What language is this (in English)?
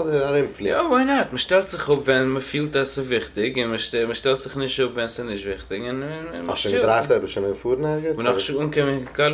Yiddish